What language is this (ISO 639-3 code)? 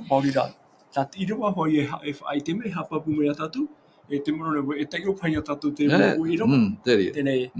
tah